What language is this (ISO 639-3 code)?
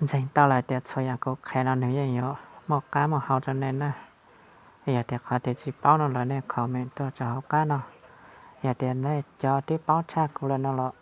hmn